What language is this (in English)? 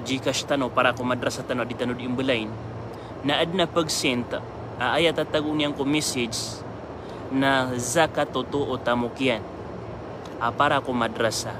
Maranao